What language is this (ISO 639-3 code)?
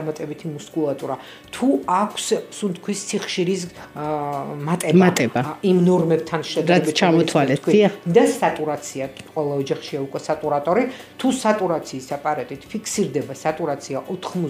kat